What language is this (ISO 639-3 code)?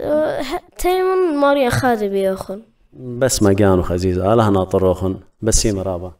aii